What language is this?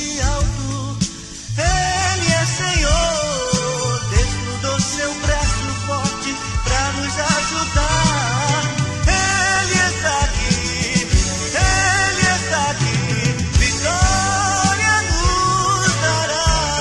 Portuguese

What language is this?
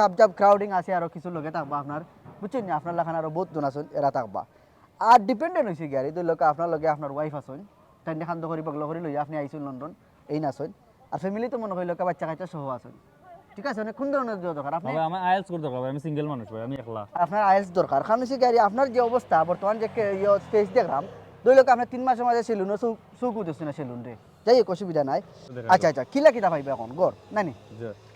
Sylheti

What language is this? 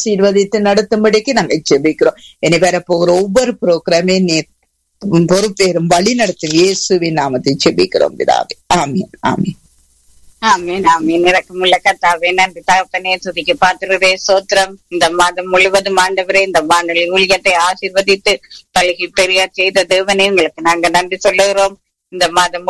Tamil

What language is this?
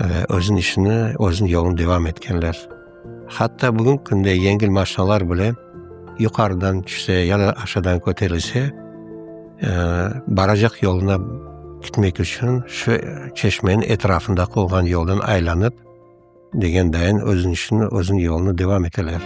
Crimean Tatar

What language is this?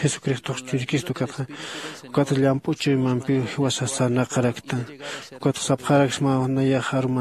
Aymara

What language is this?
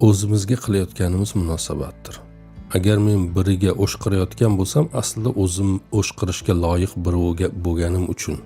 Uzbek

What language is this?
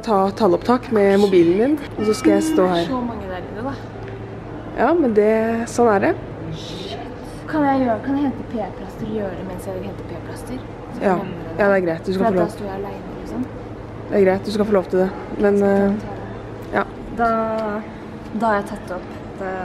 Norwegian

